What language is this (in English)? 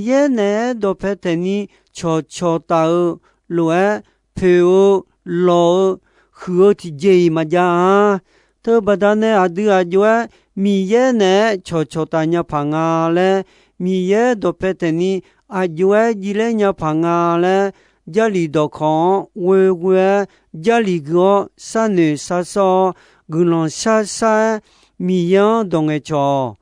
Akha